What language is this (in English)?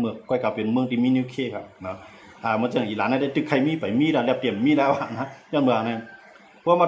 Shan